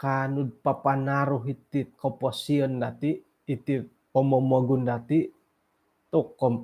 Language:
Central Dusun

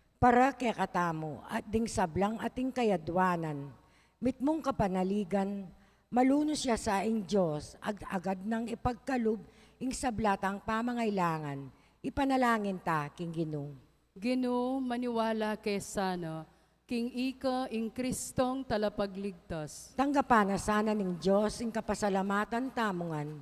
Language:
Pampanga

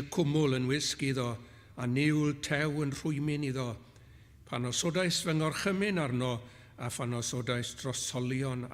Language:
Welsh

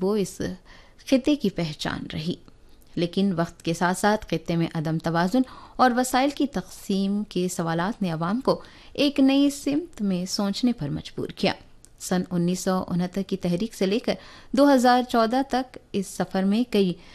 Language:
Urdu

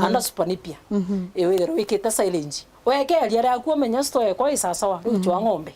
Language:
Meru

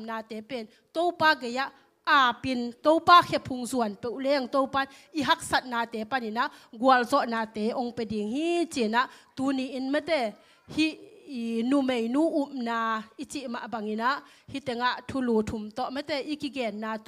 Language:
Tedim Chin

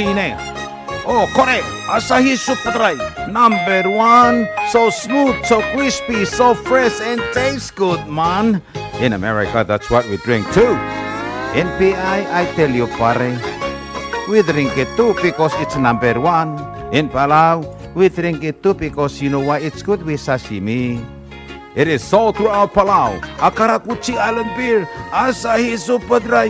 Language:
Palauan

